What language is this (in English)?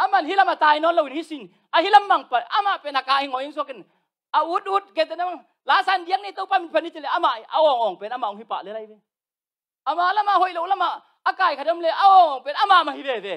Tedim Chin